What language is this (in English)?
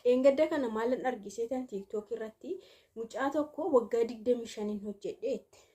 Oromo